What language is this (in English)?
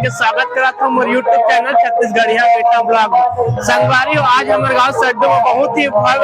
Chhattisgarhi